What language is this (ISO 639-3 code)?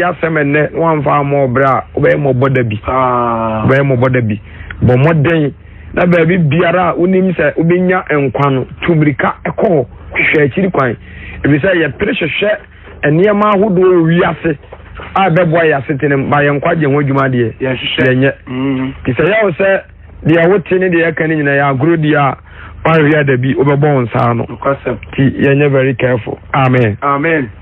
aka